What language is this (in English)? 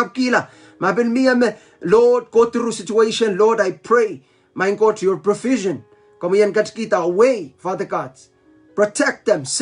Pohnpeian